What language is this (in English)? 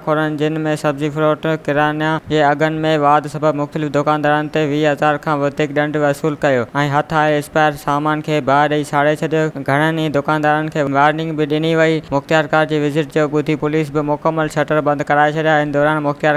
Sindhi